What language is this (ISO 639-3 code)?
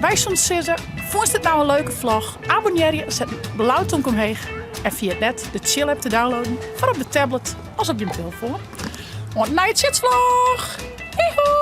fry